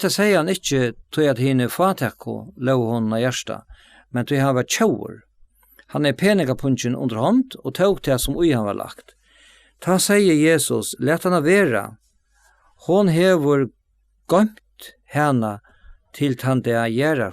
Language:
Faroese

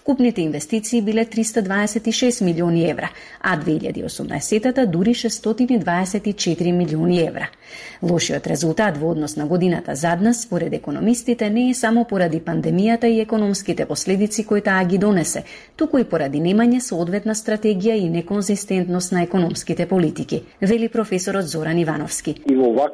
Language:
Macedonian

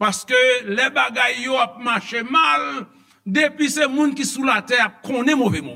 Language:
Haitian Creole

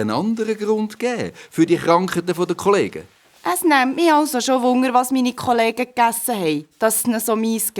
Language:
Swiss German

